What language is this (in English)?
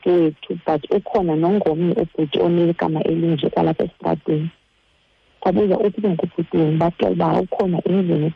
Xhosa